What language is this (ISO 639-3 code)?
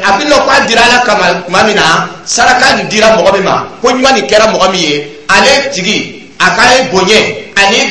dyu